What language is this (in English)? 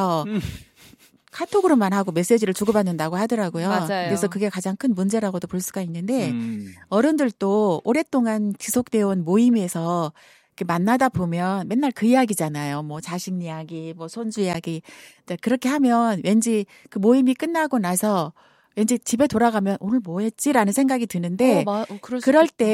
Korean